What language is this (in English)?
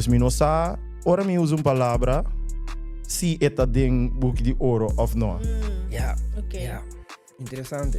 Papiamento